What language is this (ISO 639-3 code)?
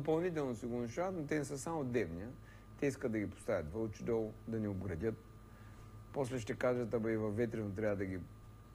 bul